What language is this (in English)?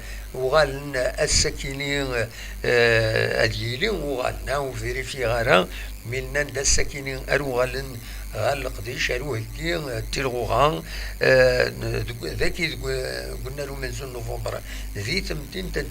Kabyle